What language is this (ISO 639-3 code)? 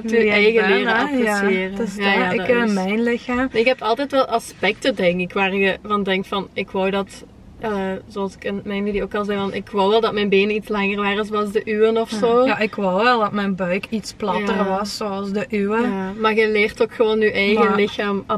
nld